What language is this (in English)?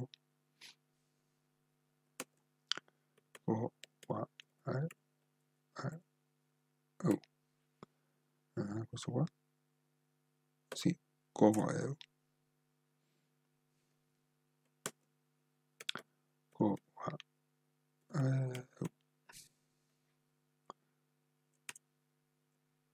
Italian